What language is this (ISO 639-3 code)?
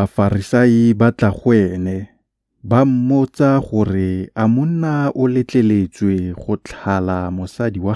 tsn